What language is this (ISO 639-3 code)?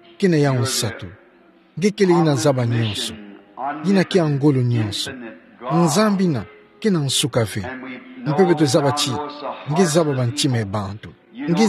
ktu